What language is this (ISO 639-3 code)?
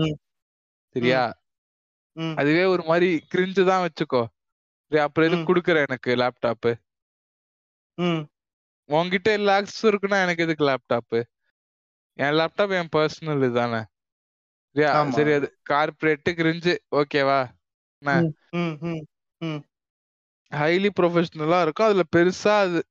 tam